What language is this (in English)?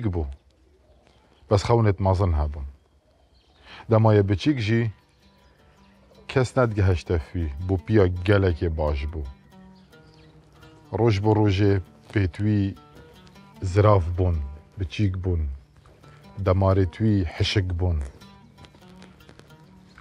Kurdish